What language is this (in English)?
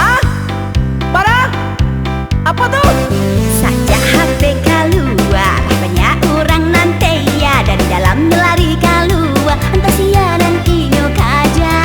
Minangkabau